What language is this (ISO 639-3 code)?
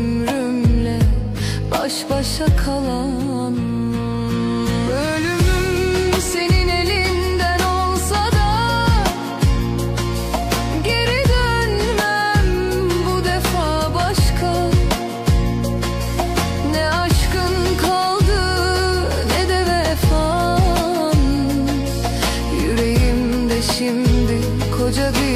tur